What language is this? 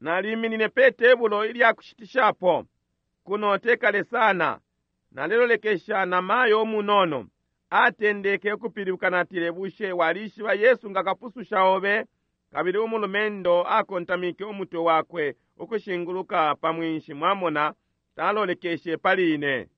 Bemba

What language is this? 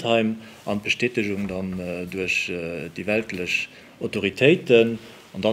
Luxembourgish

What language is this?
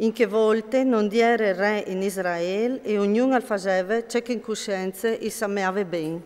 Friulian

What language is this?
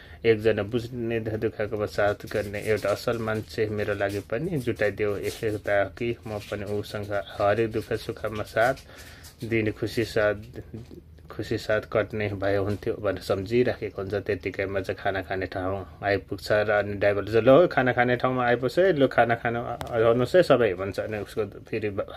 Nepali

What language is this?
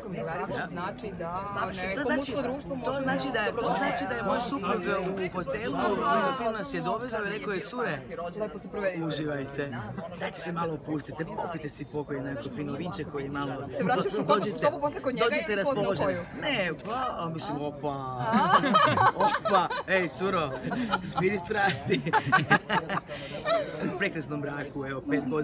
Serbian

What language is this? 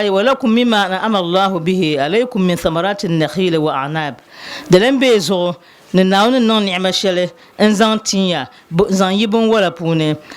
Dagbani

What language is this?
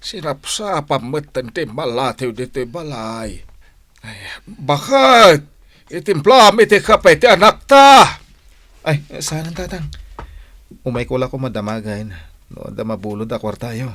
Iloko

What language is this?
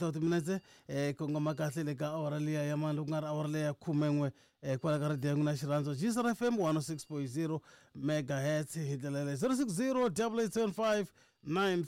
Tsonga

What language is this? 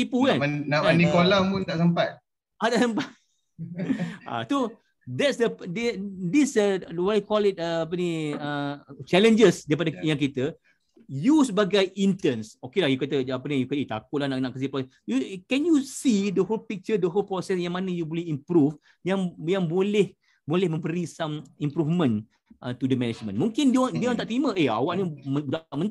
Malay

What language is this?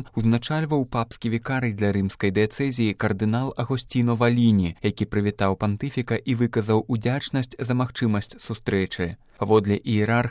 Belarusian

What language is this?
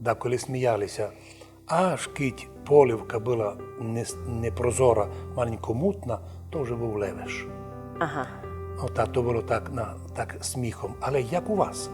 Rusyn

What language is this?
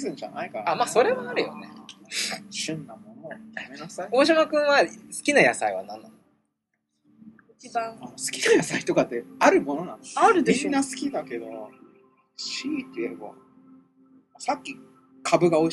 Japanese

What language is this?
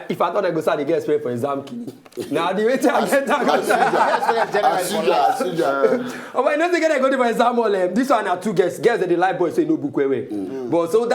Nigerian Pidgin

